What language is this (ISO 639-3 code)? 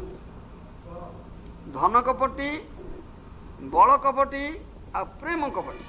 ori